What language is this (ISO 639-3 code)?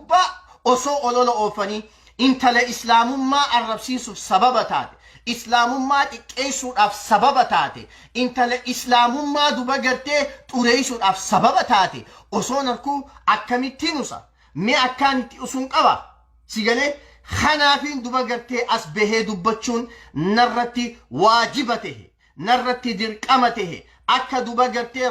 orm